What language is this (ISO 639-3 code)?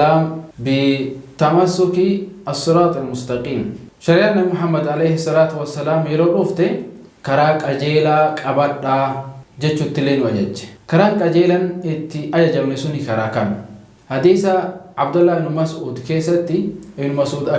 orm